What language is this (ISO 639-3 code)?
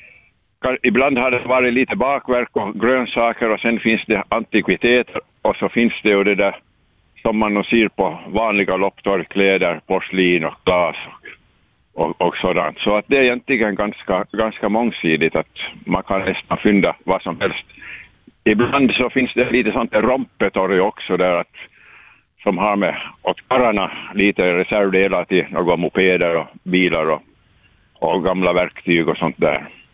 swe